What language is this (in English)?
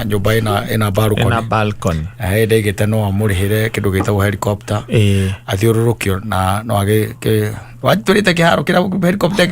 Kikuyu